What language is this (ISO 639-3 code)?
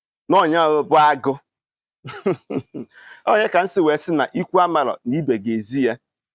ibo